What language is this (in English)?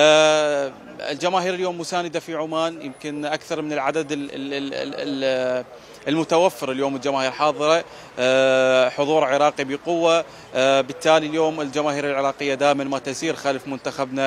Mesopotamian Arabic